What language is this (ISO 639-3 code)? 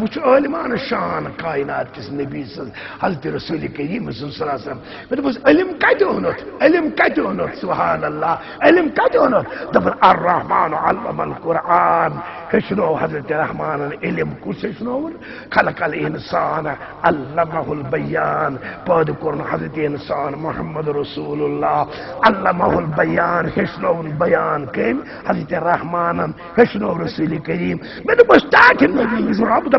kas